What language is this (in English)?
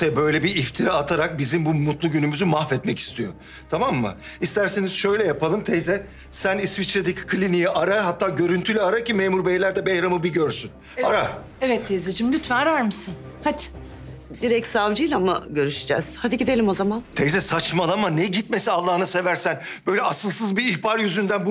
Turkish